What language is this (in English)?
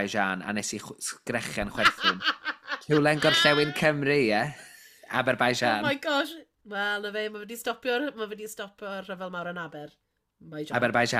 Welsh